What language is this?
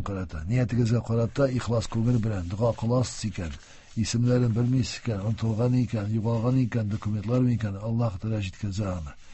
Tatar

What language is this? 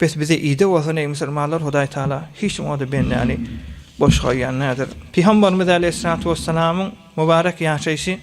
Turkmen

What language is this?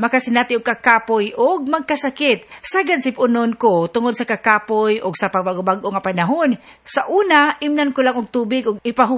Cebuano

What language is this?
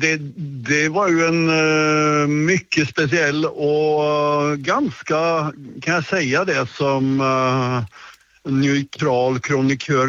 Swedish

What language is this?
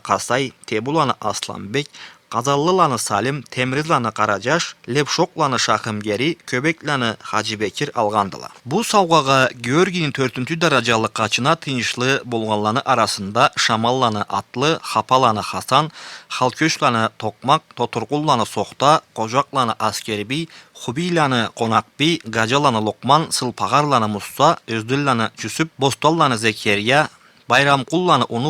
Karachay-Balkar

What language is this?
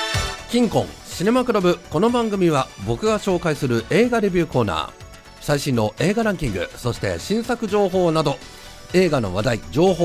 Japanese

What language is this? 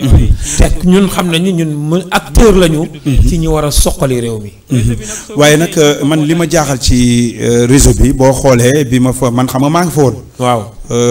Wolof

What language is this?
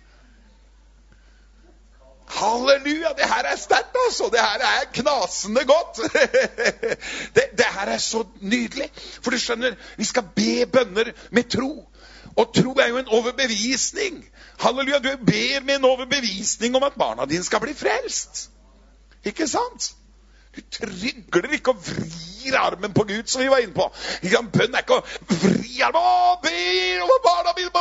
Norwegian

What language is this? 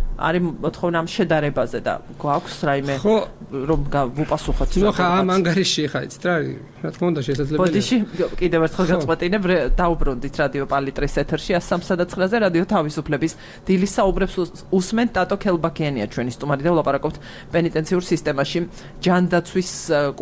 Georgian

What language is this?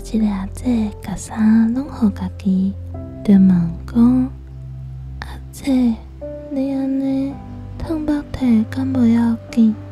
Min Nan Chinese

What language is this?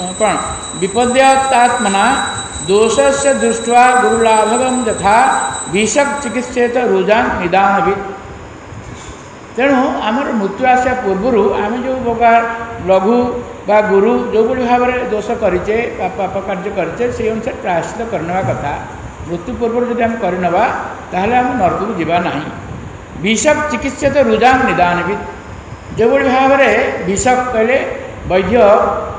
Odia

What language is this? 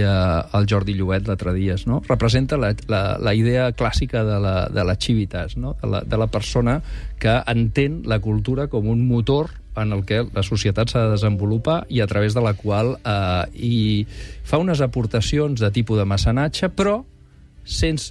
Catalan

